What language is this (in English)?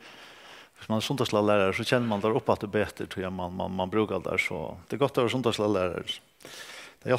Faroese